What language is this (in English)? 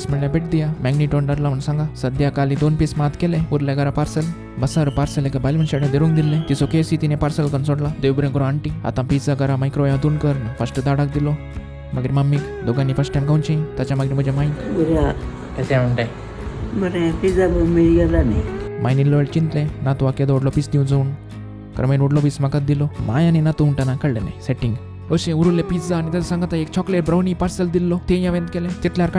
Konkani